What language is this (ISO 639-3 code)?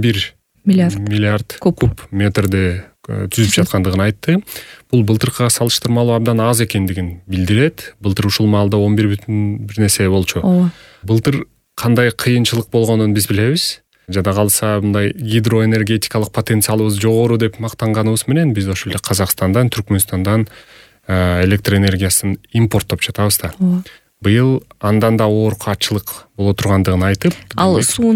kir